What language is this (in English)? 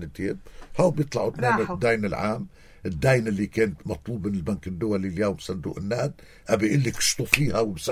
North Levantine Arabic